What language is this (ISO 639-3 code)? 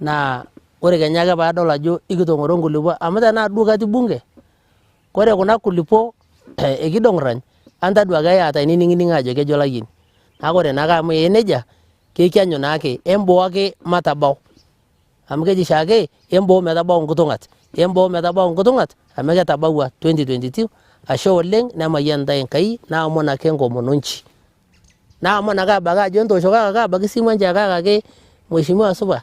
mas